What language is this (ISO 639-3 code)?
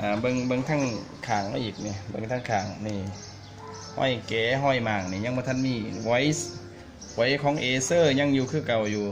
lao